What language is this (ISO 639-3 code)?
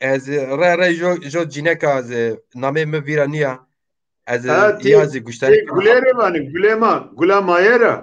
zza